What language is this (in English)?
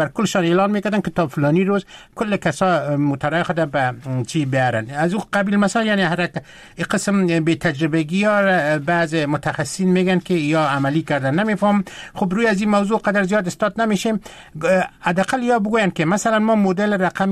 Persian